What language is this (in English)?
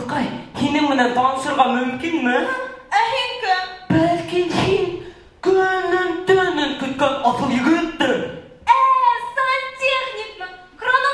Bashkir